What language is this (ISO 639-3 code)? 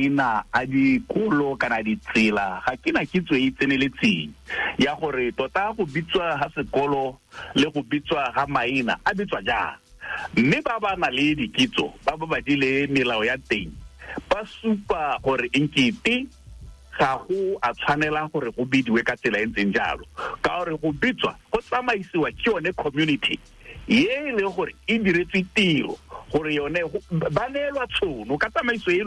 tsn